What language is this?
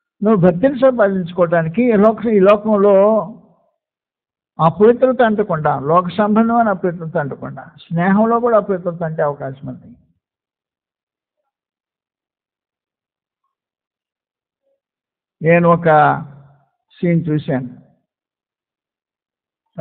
Telugu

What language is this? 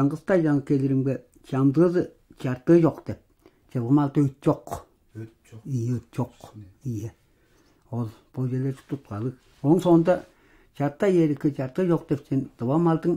Tuvinian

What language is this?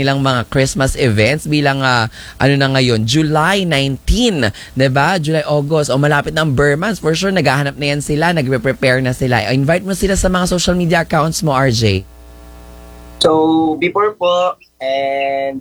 Filipino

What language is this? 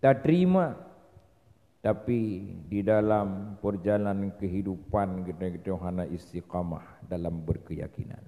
Achinese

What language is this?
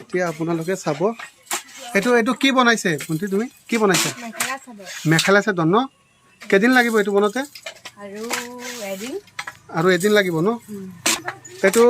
Assamese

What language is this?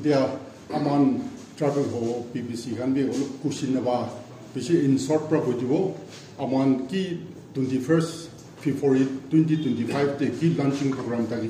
Naga Pidgin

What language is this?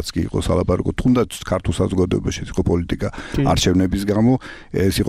Georgian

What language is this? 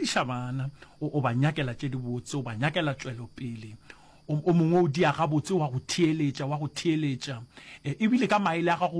Northern Sotho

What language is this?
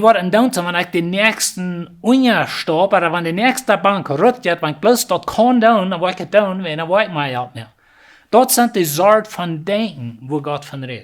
Plautdietsch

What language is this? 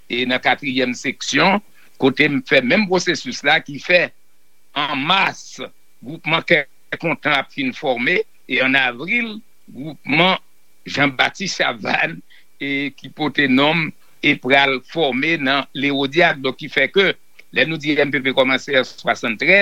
Haitian Creole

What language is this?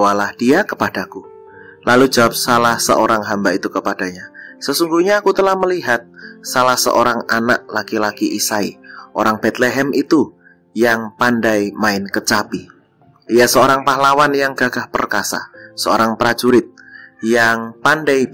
Indonesian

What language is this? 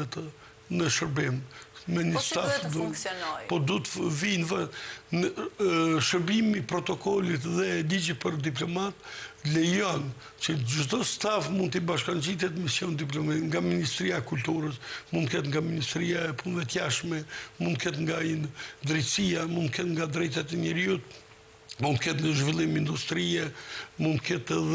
Albanian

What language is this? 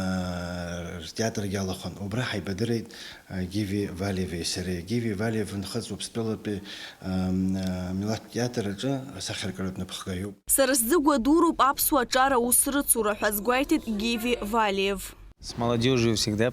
Abkhazian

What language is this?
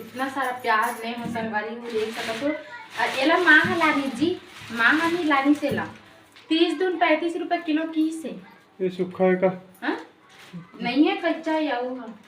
Chhattisgarhi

